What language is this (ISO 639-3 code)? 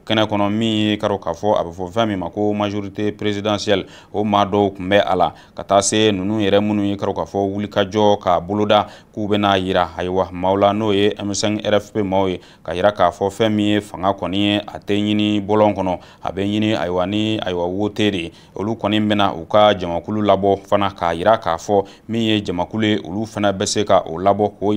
bam